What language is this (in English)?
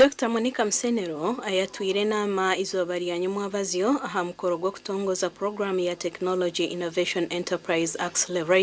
Nyankole